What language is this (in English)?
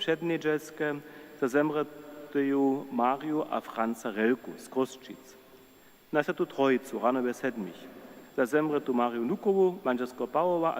Upper Sorbian